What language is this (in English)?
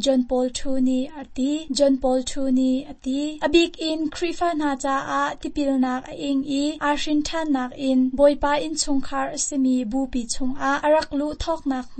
Hakha Chin